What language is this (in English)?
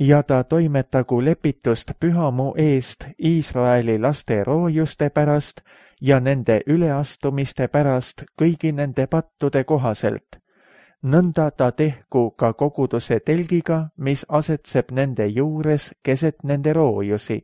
Estonian